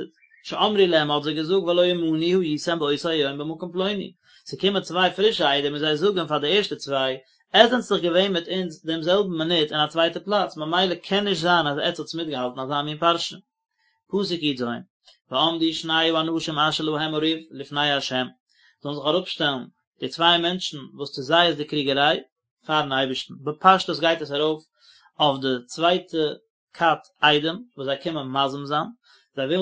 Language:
Yiddish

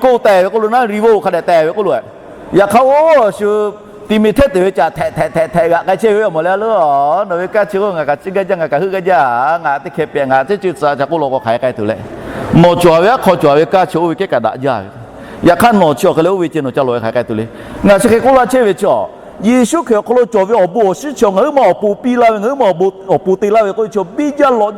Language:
Lahu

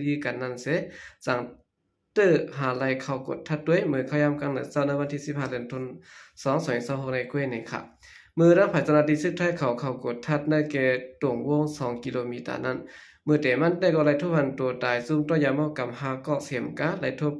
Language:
Shan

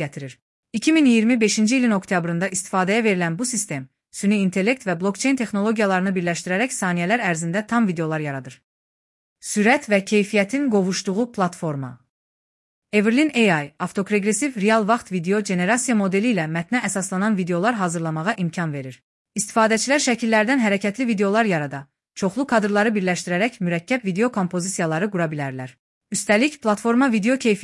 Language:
Azerbaijani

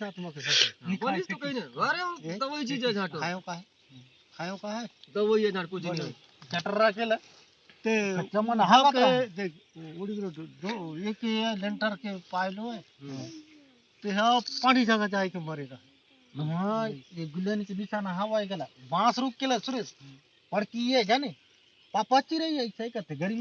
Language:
Chhattisgarhi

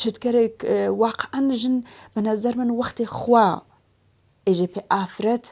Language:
Central Kurdish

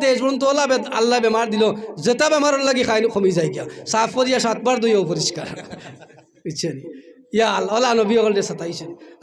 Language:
Sylheti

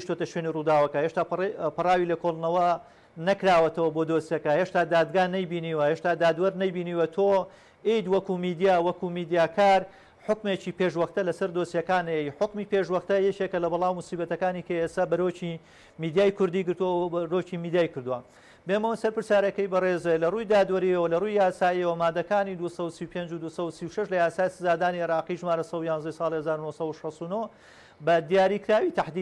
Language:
Central Kurdish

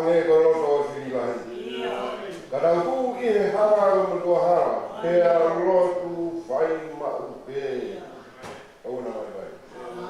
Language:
Tongan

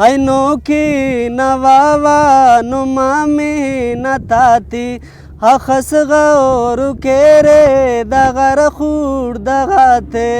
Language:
Brahui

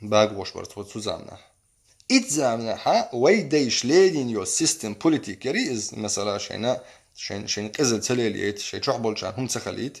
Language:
Chechen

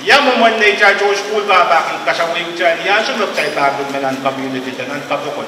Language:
Pohnpeian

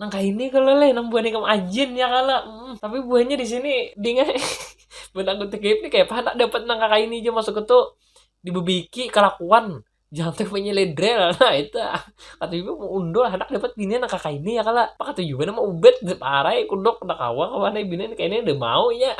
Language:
Banjar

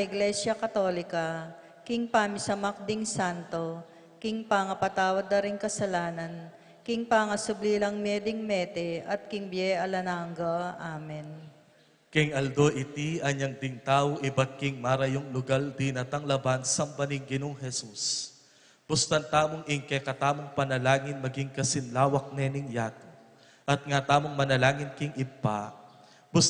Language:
Pampanga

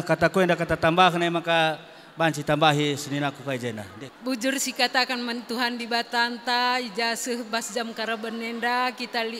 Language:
Batak Karo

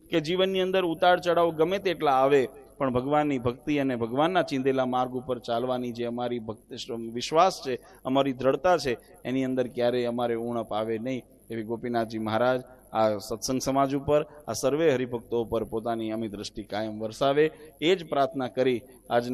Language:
Gujarati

